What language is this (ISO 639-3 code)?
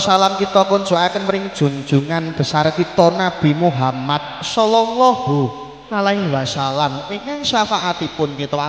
jav